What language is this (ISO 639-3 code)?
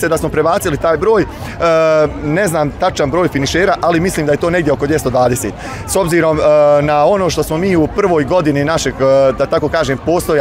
bos